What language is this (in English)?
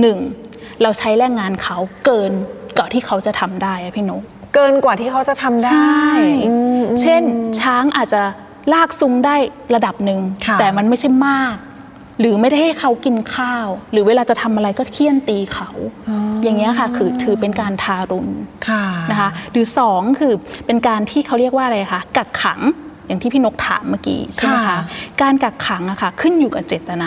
Thai